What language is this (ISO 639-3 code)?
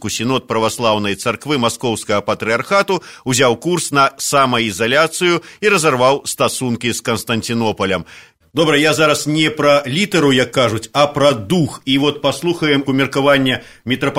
bel